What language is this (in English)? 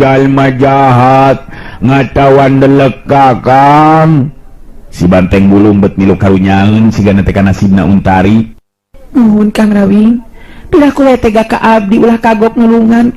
Sundanese